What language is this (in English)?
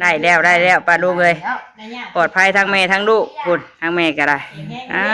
Northeastern Thai